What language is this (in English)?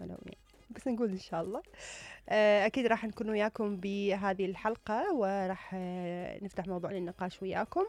Mesopotamian Arabic